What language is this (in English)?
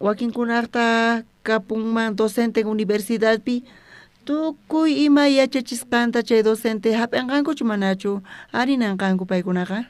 South Bolivian Quechua